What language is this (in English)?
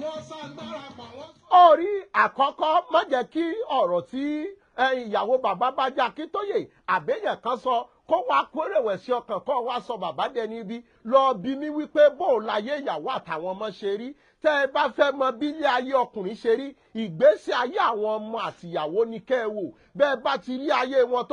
Yoruba